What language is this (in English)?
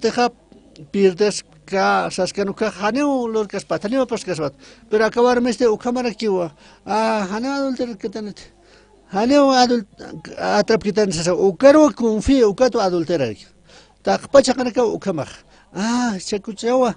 Aymara